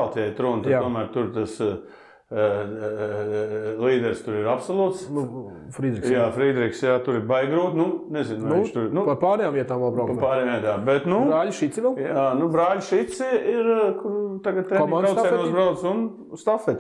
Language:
Latvian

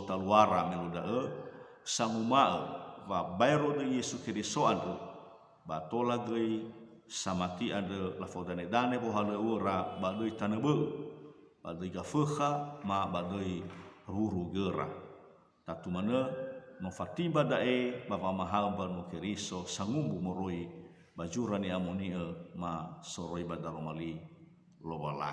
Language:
Nias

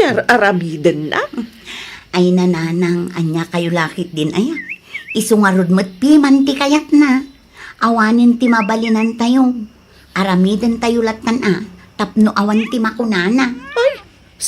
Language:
Iloko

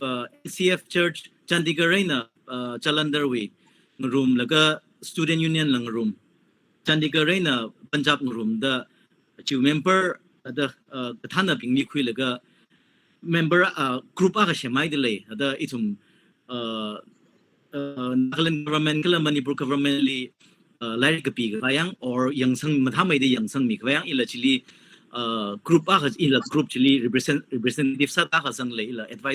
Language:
Tangkhul Naga (India)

